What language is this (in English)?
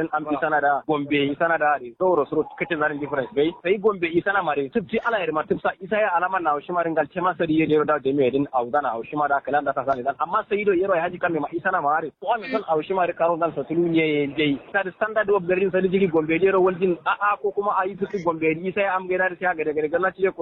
Kanuri